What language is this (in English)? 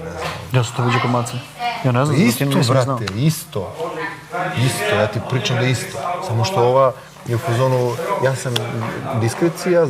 Bosnian